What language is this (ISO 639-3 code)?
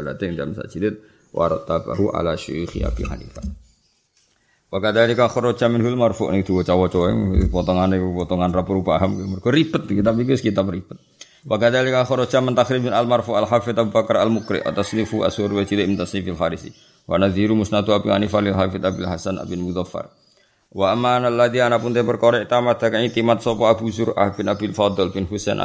jav